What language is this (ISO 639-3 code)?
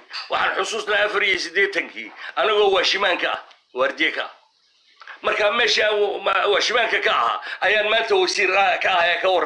som